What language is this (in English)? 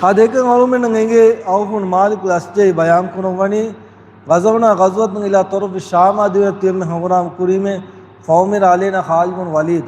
Divehi